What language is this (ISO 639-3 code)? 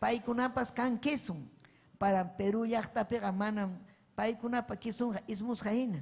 quy